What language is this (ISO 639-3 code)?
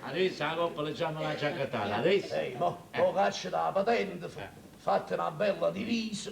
nap